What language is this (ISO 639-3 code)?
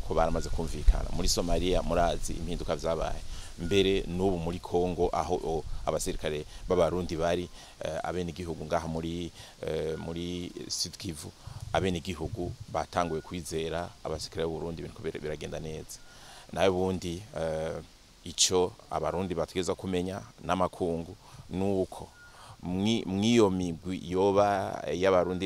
run